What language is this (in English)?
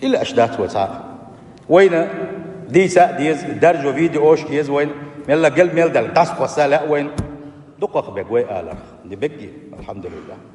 Chechen